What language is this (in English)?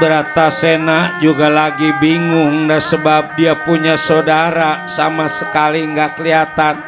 Betawi